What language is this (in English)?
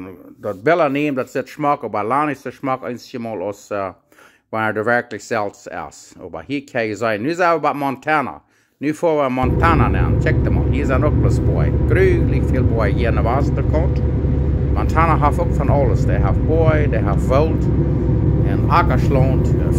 Plautdietsch